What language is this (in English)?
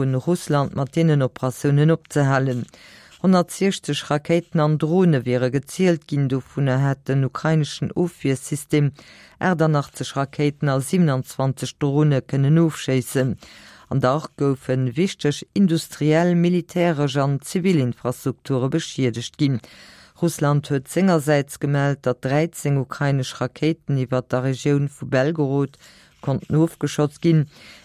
Luxembourgish